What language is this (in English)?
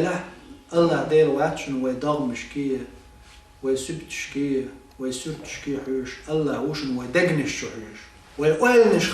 Chechen